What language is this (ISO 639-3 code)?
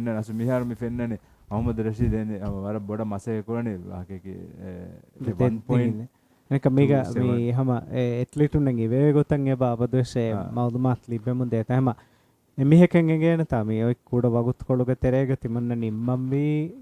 div